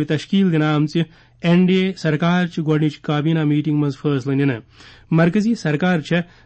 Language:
Kashmiri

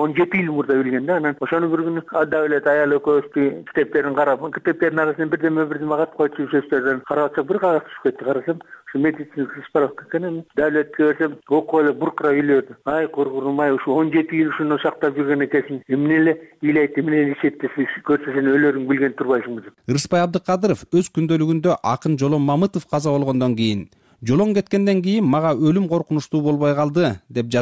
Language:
Kyrgyz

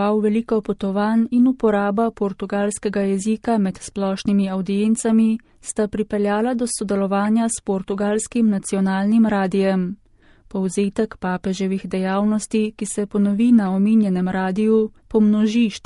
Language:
Slovenian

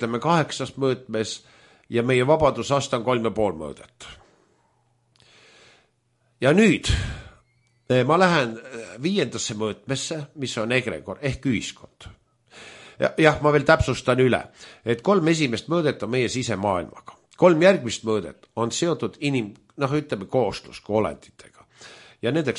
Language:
Estonian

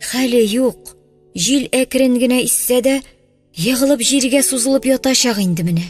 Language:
Tatar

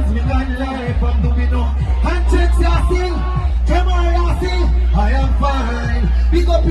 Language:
Jamaican Creole English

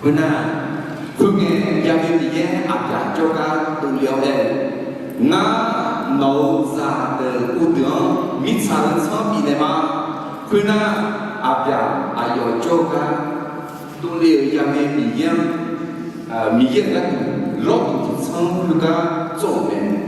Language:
Akha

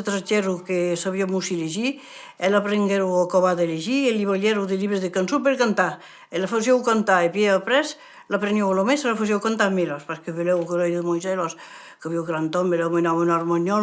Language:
Occitan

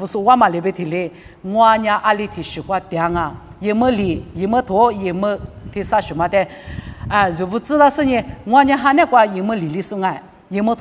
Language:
Lisu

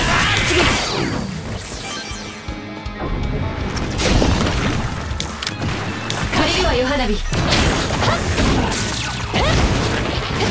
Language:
Japanese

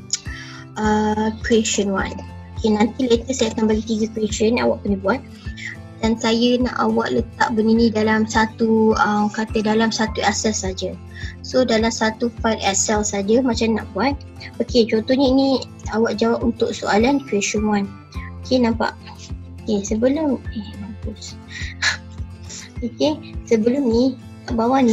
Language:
Malay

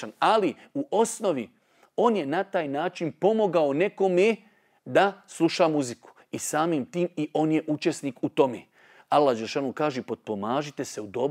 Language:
Bosnian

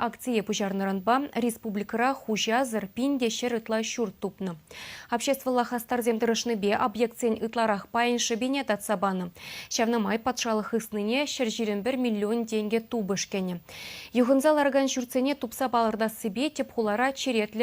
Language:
Chuvash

